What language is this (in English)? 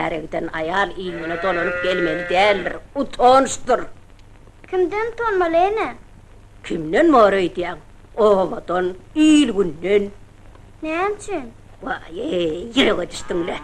Turkmen